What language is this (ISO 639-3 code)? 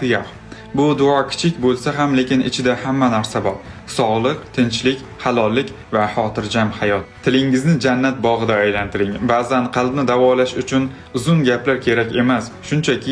uzb